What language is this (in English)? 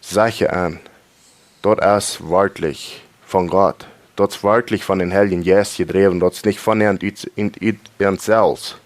Plautdietsch